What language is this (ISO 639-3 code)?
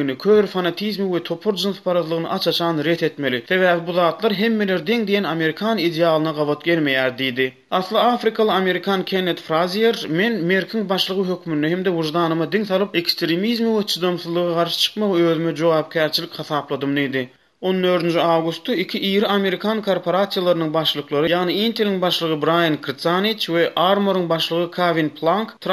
tuk